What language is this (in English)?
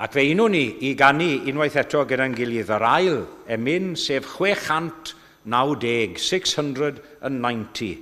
Welsh